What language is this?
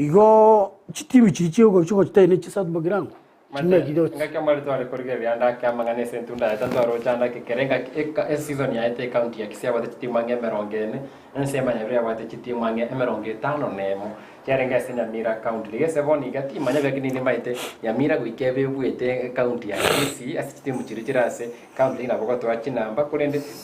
Gusii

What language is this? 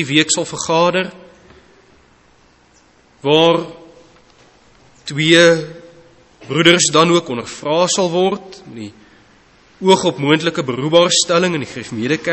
Afrikaans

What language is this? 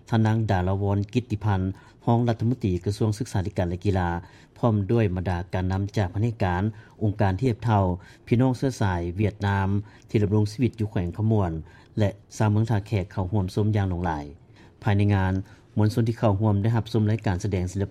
Lao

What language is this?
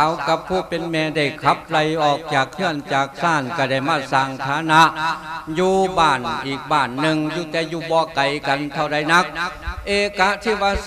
Lao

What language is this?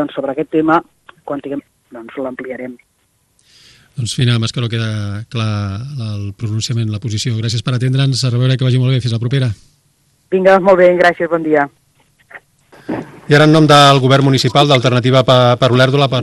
Catalan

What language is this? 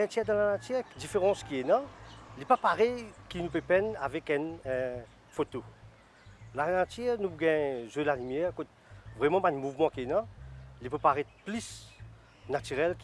Morisyen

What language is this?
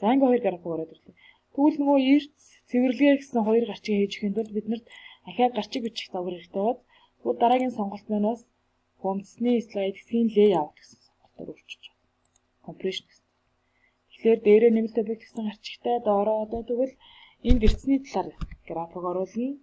Mongolian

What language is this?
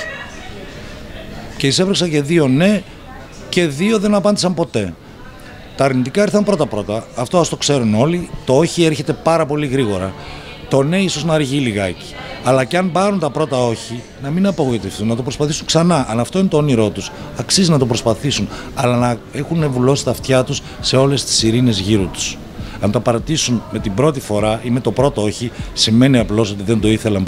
Greek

